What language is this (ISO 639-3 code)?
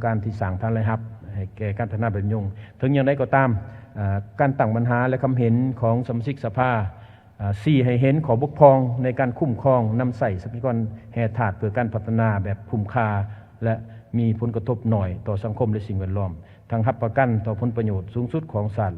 lao